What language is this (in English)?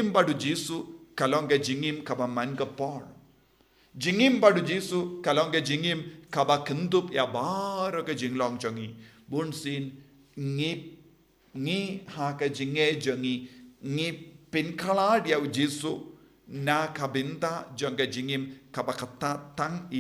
Khasi